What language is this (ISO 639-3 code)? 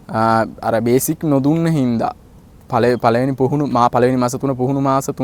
sin